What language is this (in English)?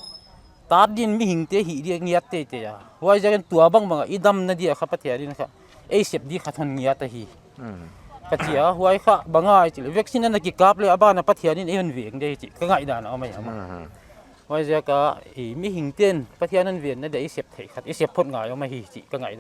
Paite Chin